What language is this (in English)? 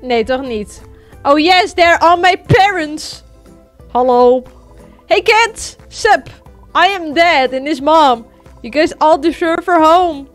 Western Frisian